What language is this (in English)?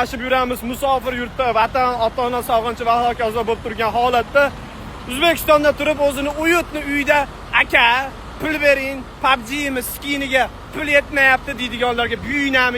Uzbek